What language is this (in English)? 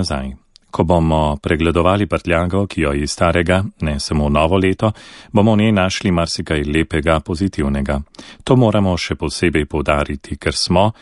Slovenian